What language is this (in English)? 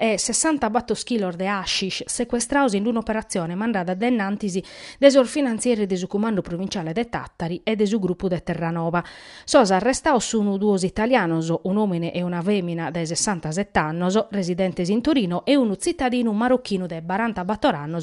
Sardinian